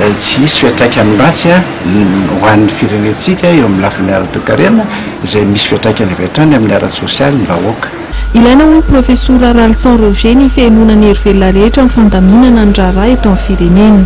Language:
Malagasy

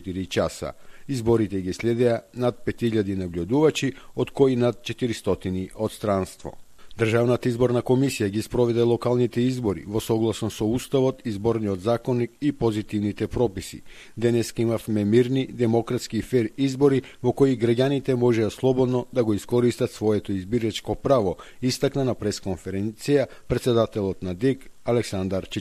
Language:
Macedonian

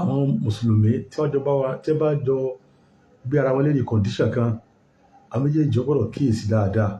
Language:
Yoruba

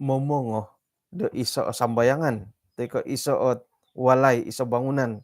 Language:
Central Dusun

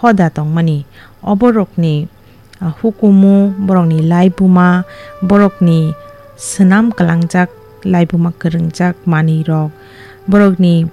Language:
Kok Borok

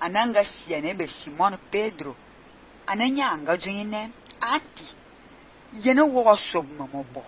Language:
Fang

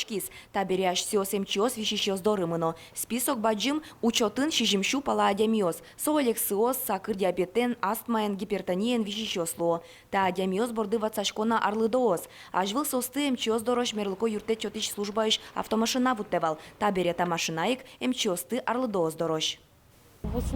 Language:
Udmurt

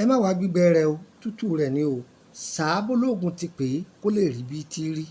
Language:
Yoruba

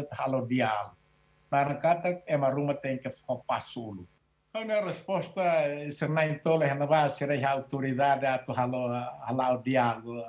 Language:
Tetum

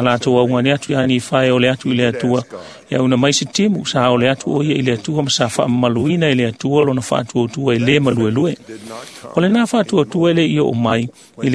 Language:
Samoan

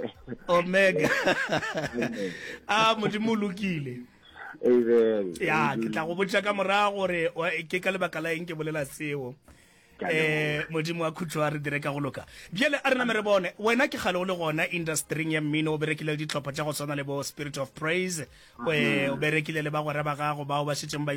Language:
Northern Sotho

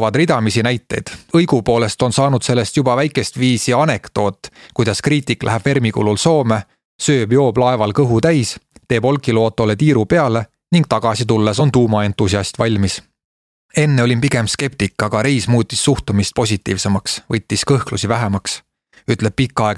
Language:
Estonian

